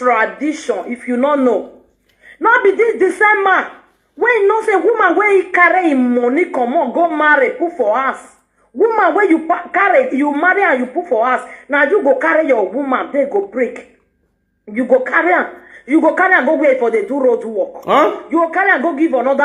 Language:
Nigerian Pidgin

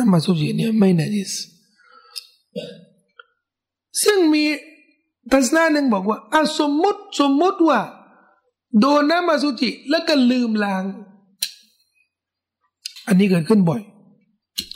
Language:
Thai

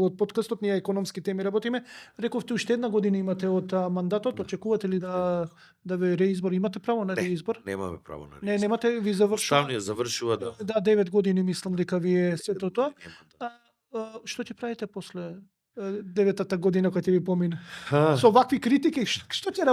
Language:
Macedonian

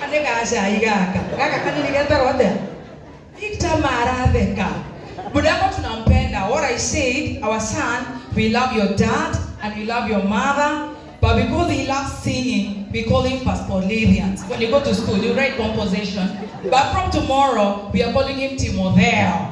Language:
Kikuyu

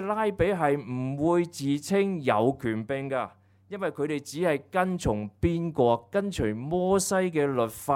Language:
Cantonese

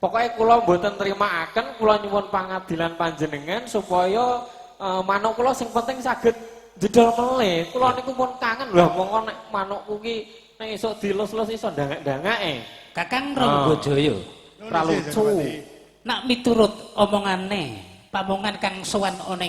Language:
Javanese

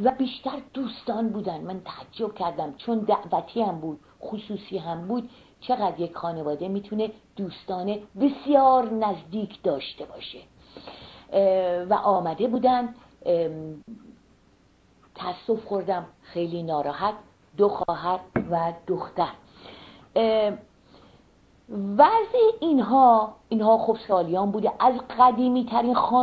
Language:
Persian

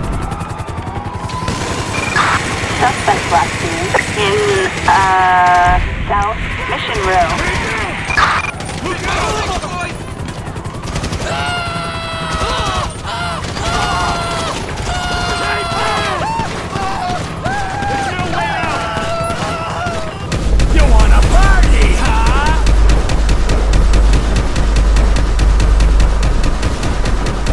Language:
English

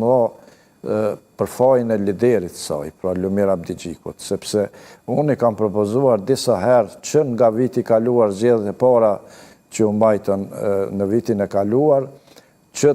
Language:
Albanian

